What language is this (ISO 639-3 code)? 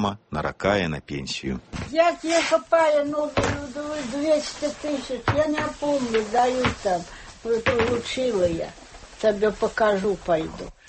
bel